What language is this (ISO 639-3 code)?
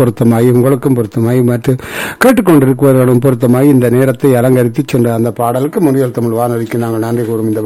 tam